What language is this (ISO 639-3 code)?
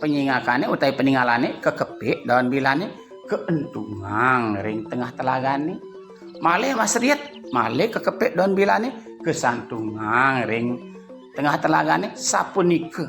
ban